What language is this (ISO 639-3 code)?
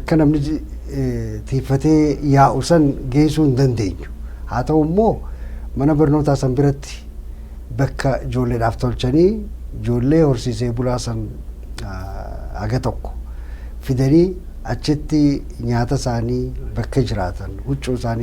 orm